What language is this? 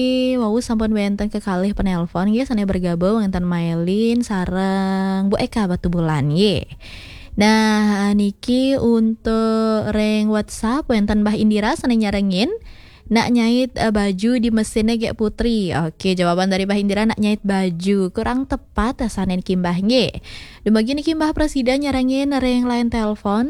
Balinese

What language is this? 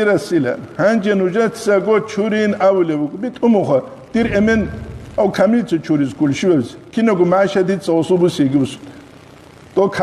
Avaric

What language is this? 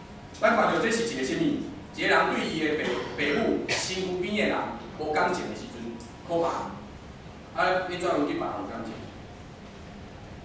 Min Nan Chinese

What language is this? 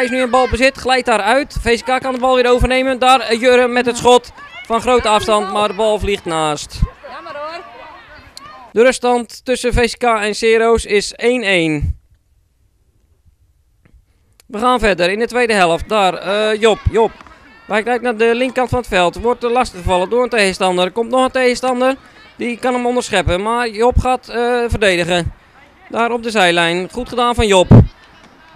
Dutch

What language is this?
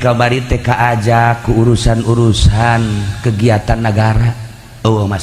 Sundanese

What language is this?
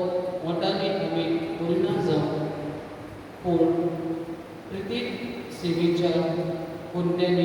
Konkani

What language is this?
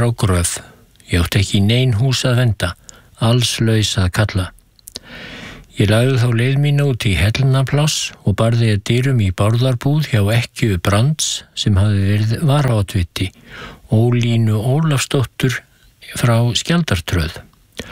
Icelandic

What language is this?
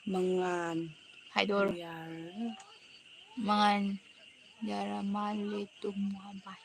Manipuri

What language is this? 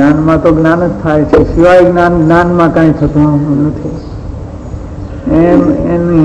Gujarati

